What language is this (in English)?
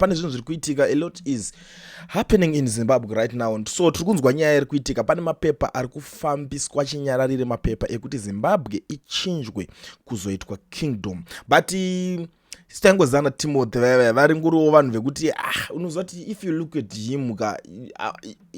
Shona